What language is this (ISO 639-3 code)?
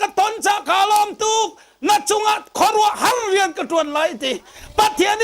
cnh